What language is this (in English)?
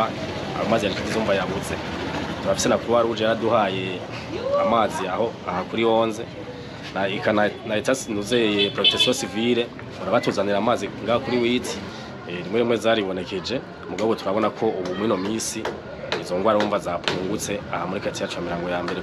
Rundi